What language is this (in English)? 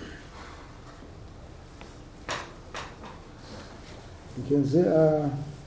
Hebrew